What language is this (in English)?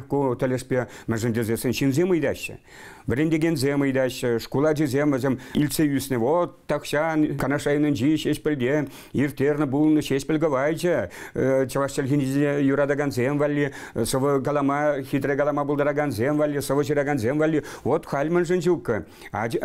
Chuvash